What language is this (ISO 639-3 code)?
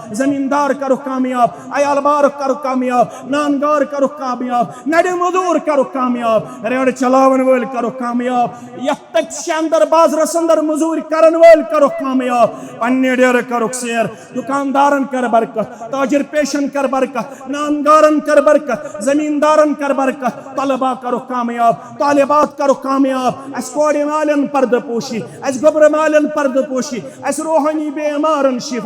kas